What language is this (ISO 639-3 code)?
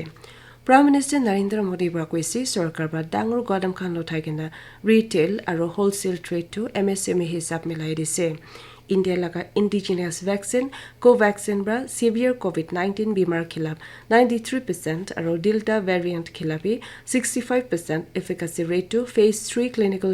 nag